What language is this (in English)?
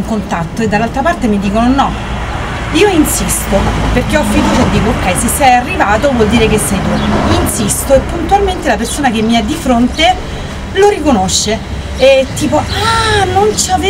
Italian